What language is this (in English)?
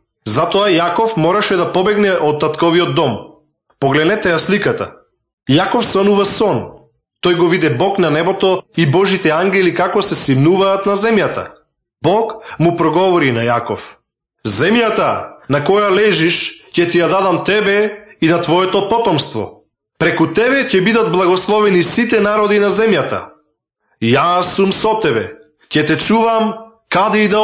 Macedonian